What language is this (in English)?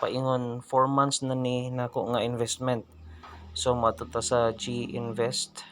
Cebuano